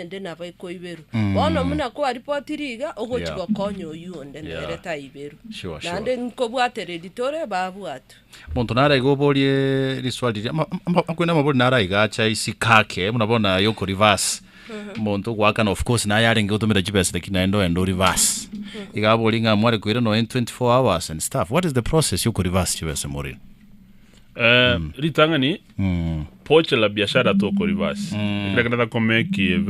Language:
Gusii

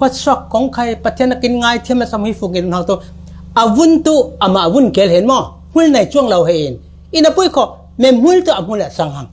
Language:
Falam Chin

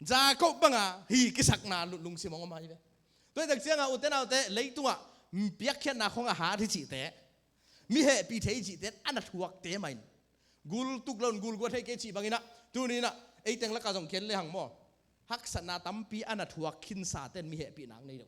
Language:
Tedim Chin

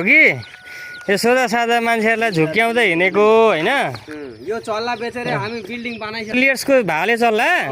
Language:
Nepali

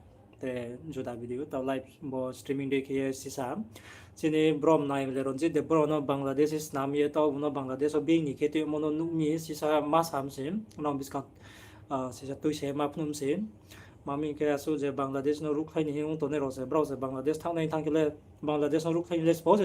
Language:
Riang (India)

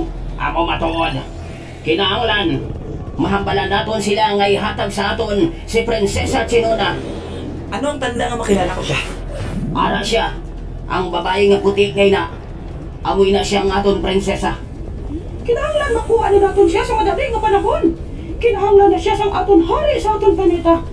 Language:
Hiligaynon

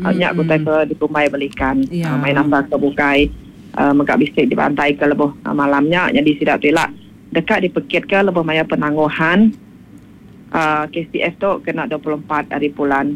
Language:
Iban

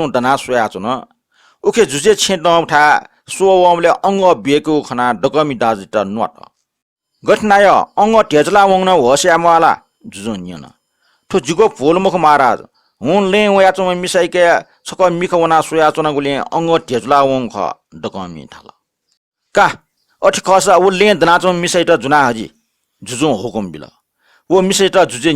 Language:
Newari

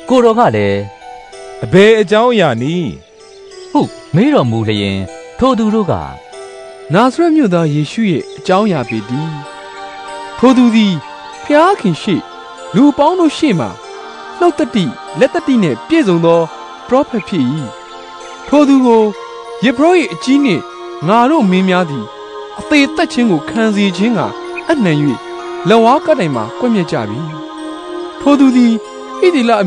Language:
Burmese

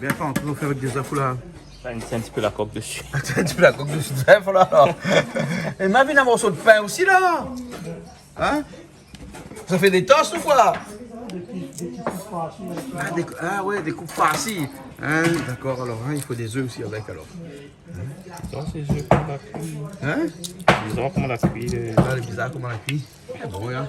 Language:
Réunion Creole French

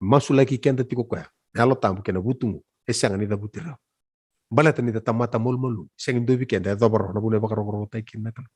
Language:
Fijian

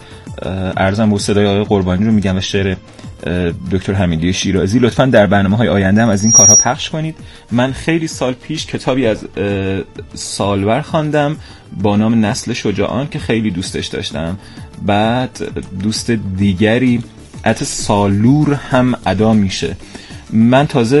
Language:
Persian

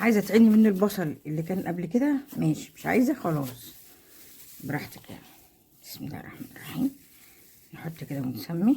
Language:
Egyptian Arabic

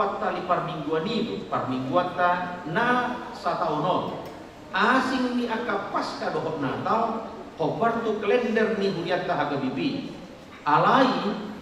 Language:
Batak Toba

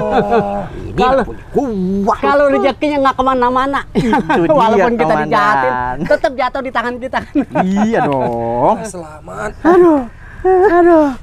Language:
Betawi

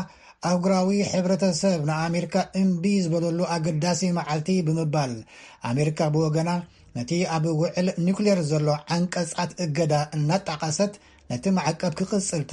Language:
Tigrinya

